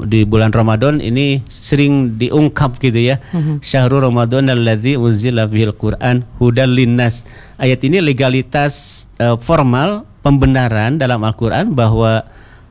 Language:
Indonesian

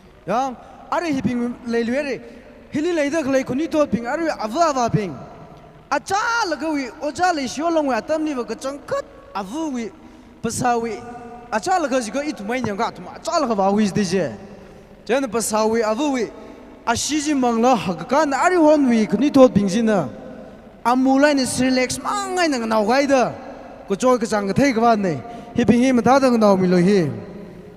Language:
Tangkhul Naga (India)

